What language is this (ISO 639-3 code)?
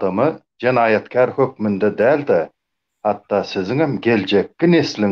tuk